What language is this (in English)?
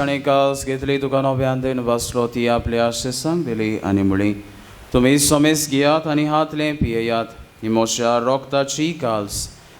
Konkani